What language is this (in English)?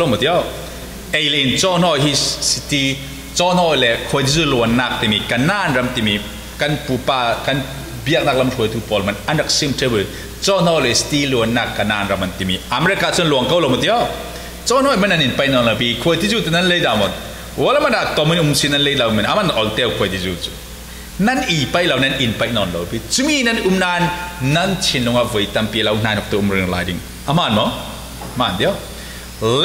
Falam Chin